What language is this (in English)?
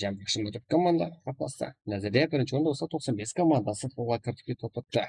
Kara-Kalpak